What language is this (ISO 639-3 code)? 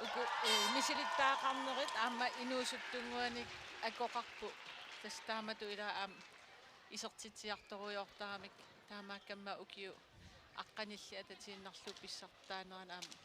kal